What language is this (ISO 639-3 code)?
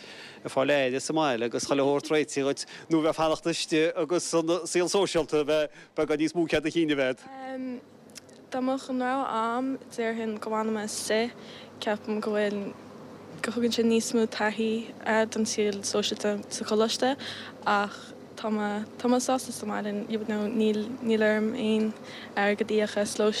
gle